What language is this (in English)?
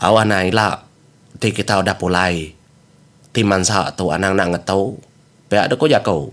Iban